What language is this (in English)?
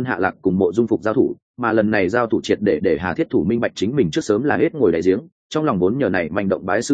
Vietnamese